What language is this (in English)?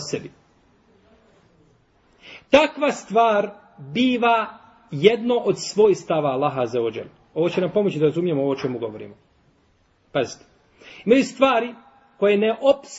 Bosnian